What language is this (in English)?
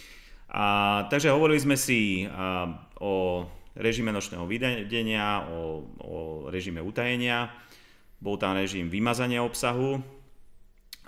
Slovak